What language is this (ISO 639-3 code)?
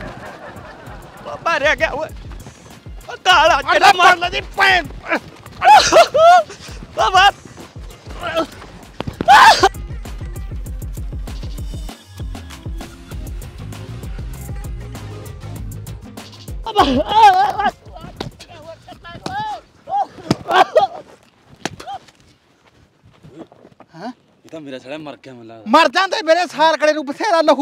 pan